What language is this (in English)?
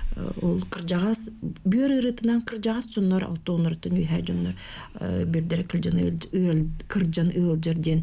Yakut